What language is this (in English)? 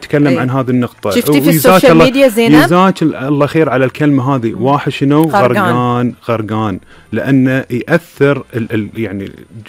Gulf Arabic